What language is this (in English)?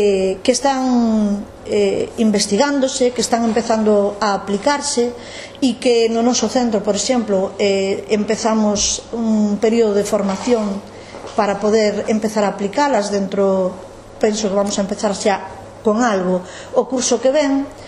Galician